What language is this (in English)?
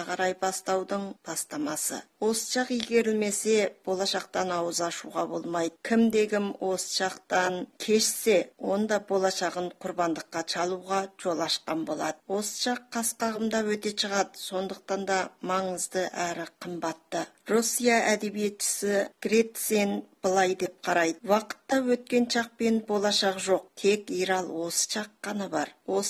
Kazakh